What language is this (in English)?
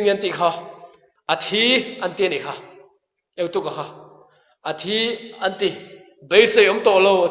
Mizo